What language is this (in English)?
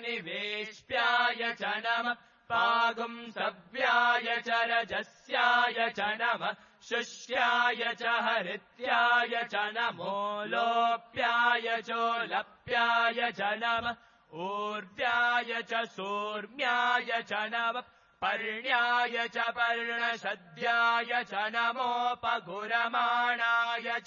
Sanskrit